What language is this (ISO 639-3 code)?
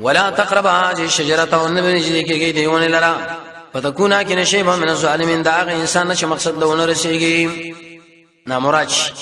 pus